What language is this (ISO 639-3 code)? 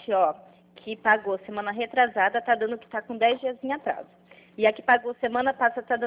por